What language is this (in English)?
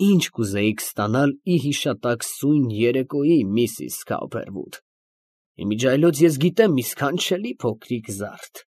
Armenian